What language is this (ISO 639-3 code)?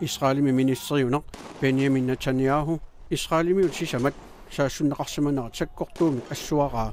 kal